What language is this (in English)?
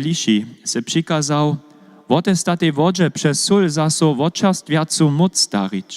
Upper Sorbian